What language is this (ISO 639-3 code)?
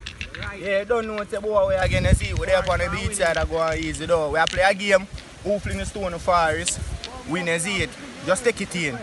jam